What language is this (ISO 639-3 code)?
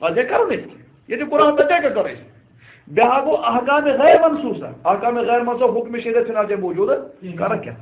kas